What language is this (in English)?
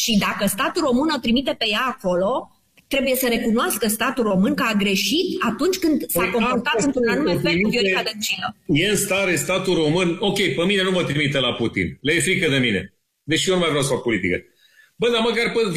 Romanian